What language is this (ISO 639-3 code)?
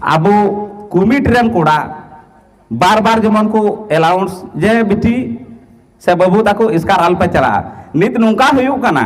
sat